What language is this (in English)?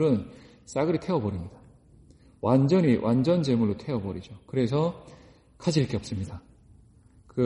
Korean